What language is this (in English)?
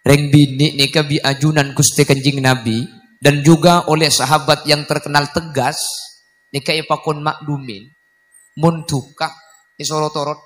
Madurese